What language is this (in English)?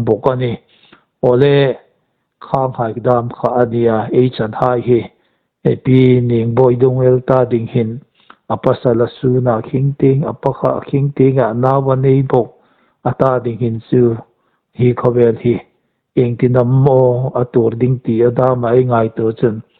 Hmar